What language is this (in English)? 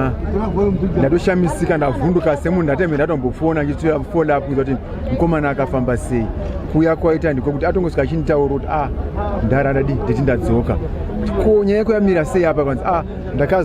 Shona